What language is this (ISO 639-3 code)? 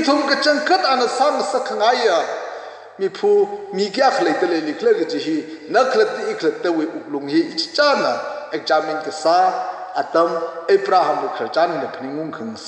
nmf